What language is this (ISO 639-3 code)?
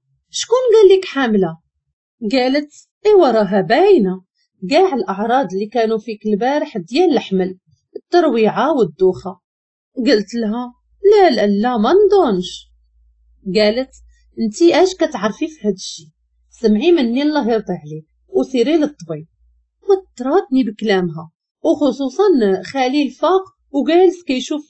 ary